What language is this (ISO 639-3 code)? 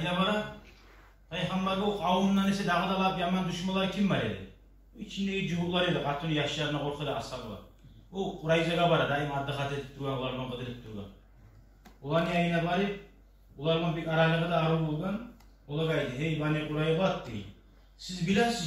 kum